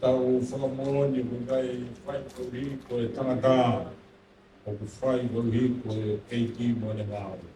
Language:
Tongan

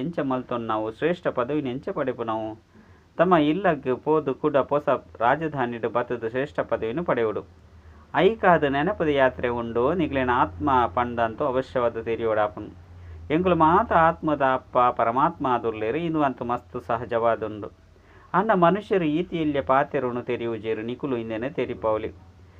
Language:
Tulu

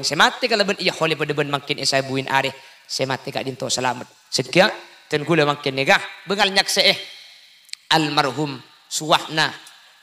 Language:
Madurese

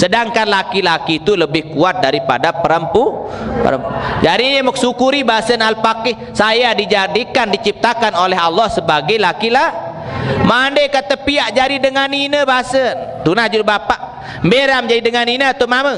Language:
Sasak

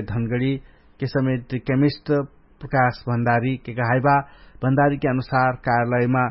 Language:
Dangaura Tharu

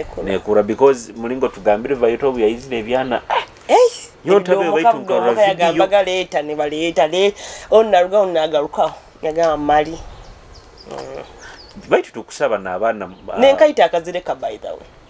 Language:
Nyoro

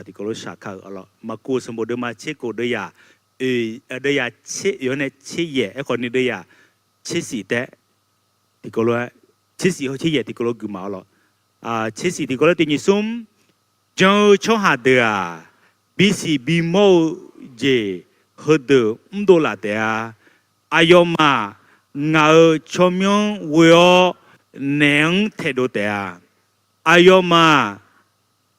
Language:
Akha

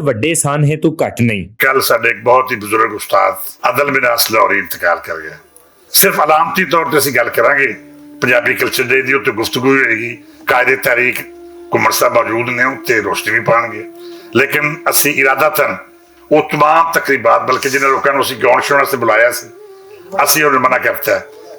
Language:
Western Panjabi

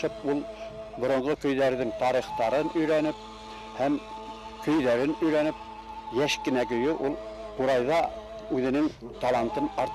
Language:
Bashkir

